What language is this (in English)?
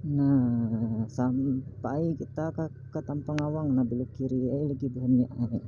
Banjar